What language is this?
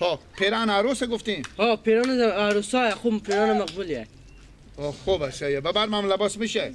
Persian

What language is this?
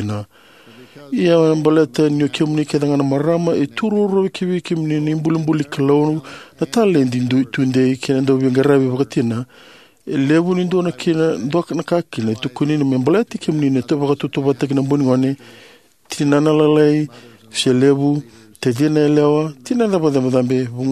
Fijian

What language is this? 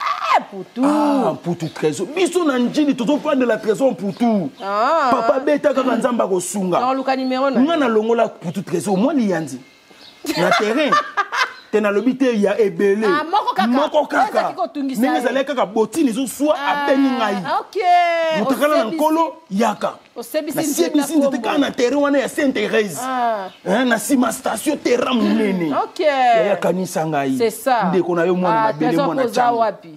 Lingala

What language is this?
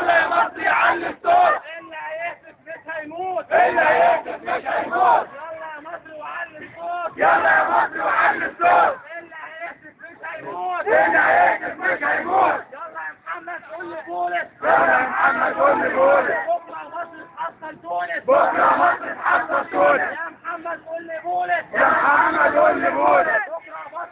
Egyptian Arabic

